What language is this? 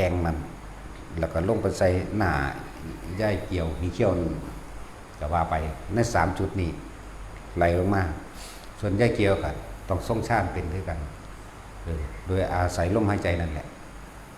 Northeastern Thai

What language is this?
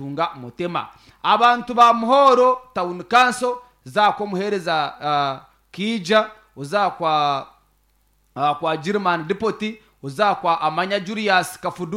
Nyankole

